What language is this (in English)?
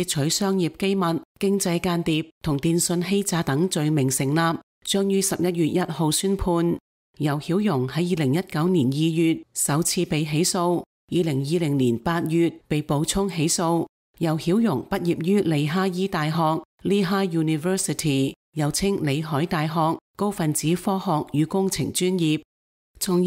Cantonese